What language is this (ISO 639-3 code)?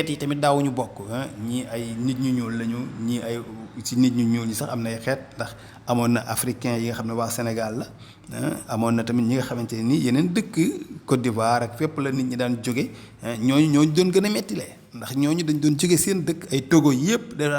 wol